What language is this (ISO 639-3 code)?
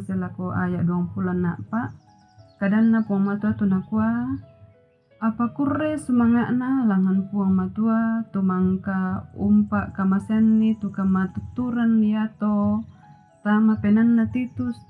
sda